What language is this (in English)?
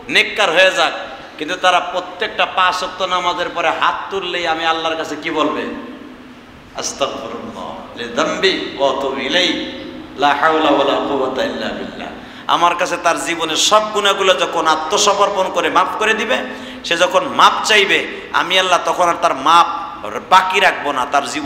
Bangla